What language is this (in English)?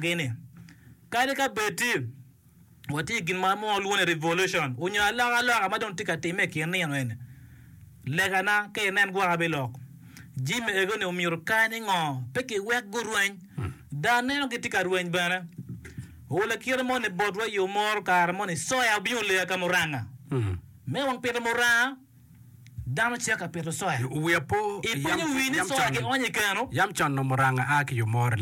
Acoli